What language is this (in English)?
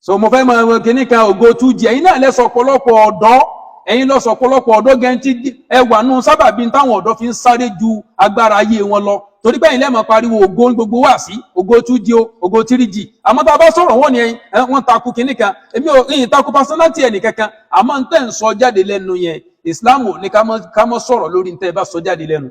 Yoruba